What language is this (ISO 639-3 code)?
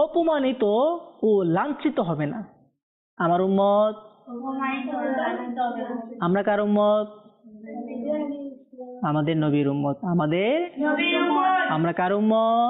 ben